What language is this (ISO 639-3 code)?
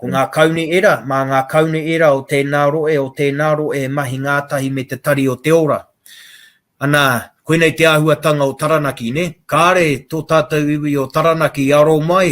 mri